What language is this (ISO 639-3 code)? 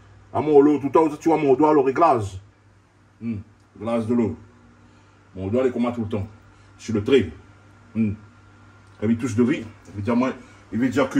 rcf